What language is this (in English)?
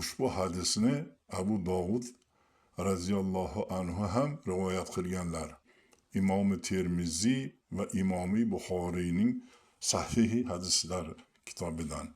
Uzbek